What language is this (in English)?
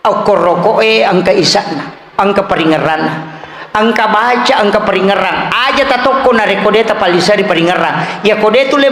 Buginese